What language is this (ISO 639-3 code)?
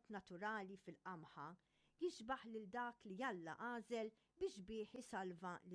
mlt